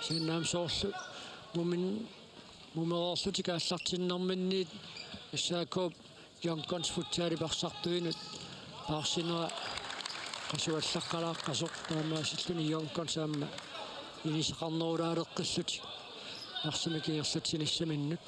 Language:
Kalaallisut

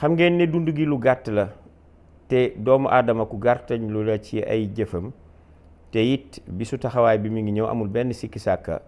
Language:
Wolof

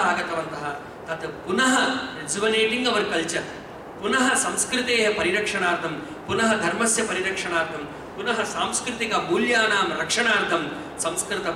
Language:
Sanskrit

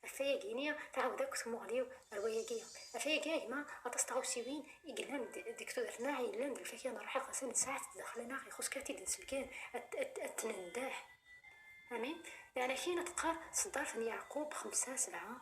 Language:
Kabyle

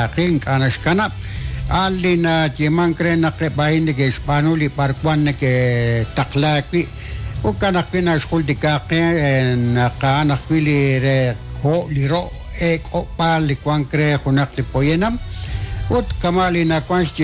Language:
Kekchí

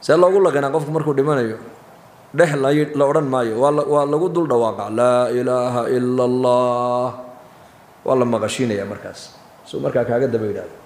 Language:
Somali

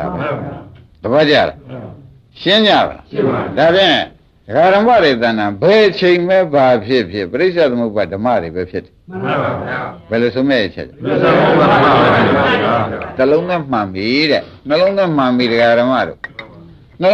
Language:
Burmese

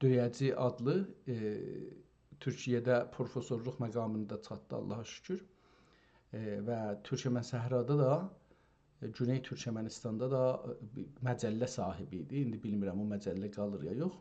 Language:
South Azerbaijani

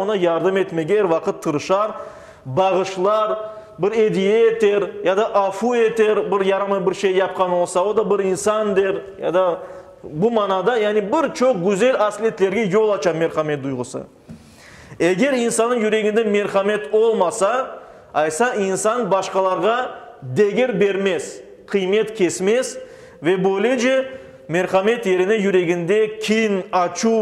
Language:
Crimean Tatar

